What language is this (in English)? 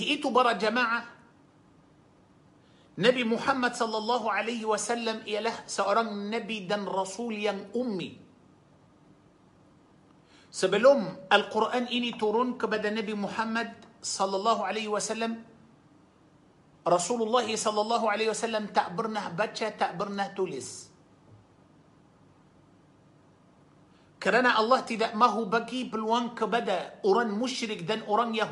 Malay